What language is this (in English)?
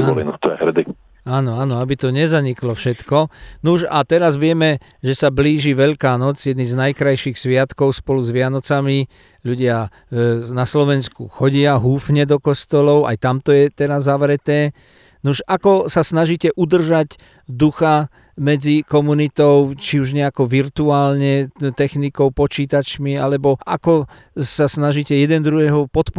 Slovak